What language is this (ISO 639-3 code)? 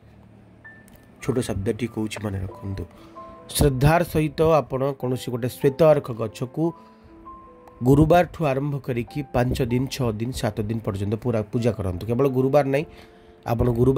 ori